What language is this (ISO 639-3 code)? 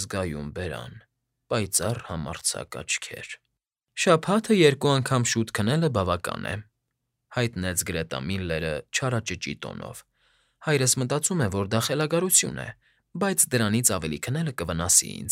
hye